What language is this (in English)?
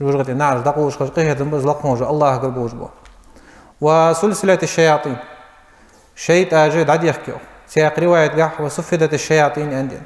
Ingush